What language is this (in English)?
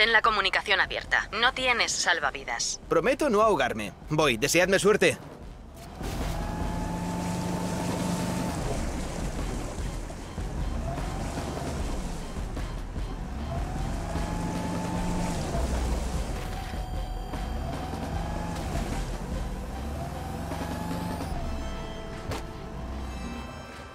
Spanish